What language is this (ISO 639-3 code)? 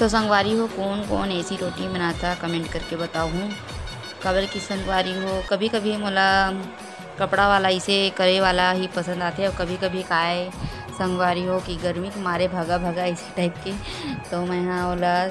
hne